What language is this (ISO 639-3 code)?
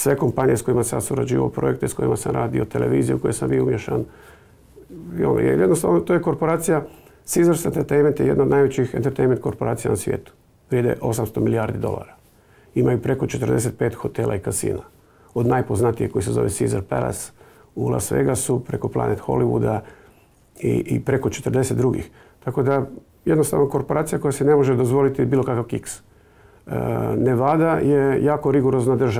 hrv